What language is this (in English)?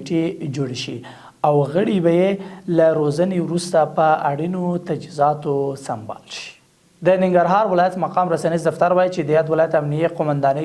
Pashto